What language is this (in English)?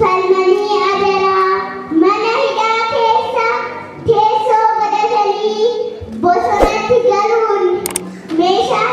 Oromo